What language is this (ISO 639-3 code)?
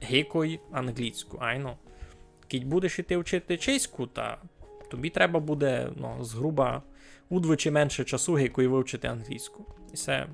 rue